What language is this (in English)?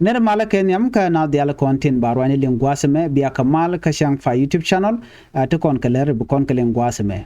Nuer